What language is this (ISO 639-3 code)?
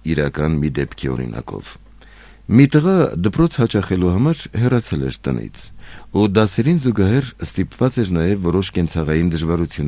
hye